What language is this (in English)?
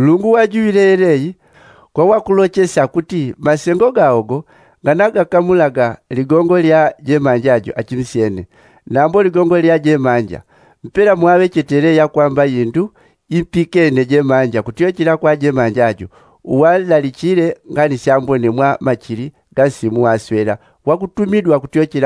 Yao